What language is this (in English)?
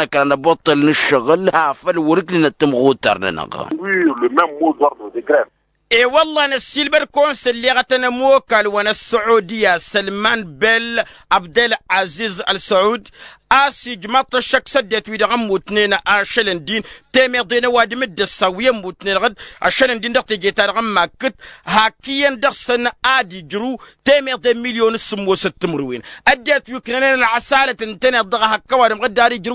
Tamasheq